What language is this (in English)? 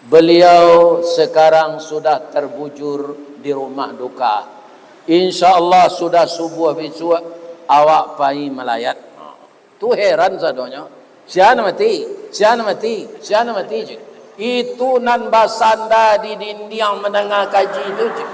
Minangkabau